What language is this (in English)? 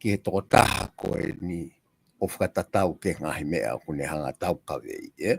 Tongan